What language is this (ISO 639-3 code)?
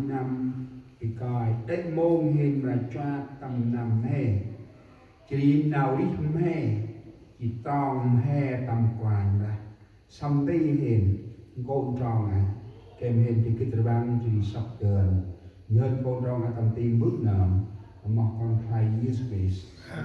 cmo